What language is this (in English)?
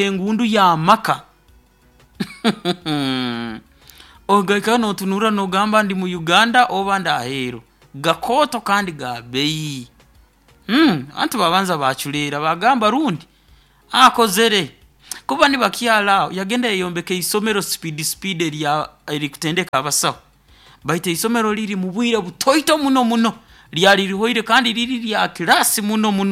Nyoro